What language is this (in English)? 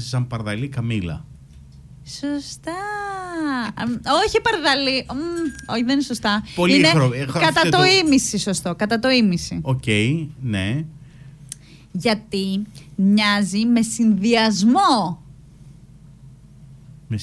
Greek